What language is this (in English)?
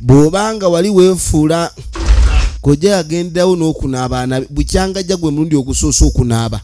Ganda